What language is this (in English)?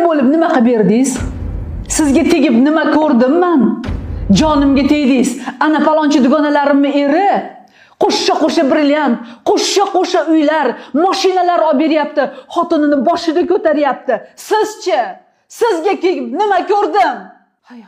Uzbek